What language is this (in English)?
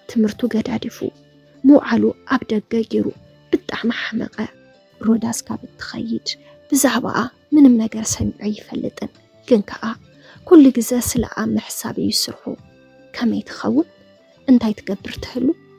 Tigrinya